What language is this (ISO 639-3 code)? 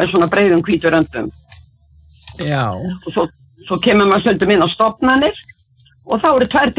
isl